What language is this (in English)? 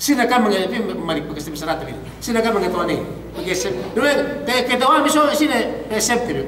Yakan